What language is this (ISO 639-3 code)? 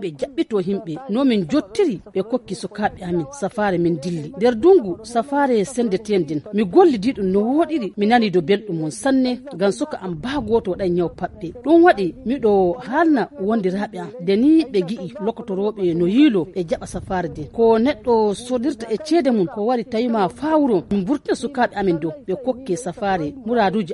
ful